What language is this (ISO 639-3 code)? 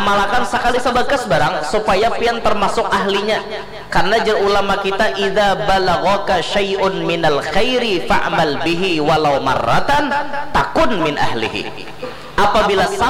bjn